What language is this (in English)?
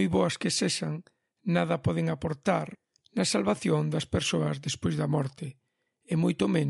Galician